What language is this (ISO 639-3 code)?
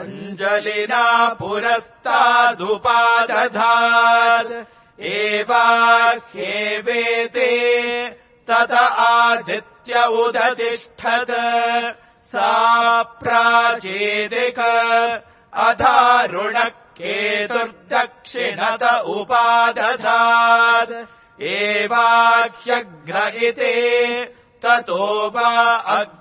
san